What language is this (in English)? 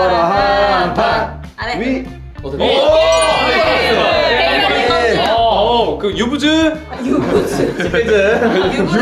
Korean